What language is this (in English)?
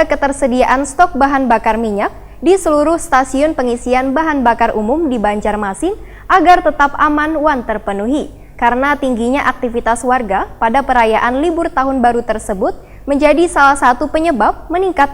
Banjar